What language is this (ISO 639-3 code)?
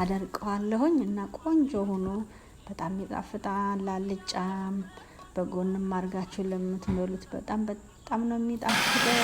amh